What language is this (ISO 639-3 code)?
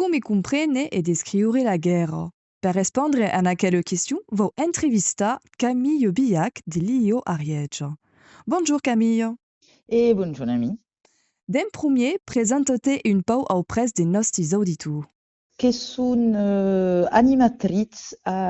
oci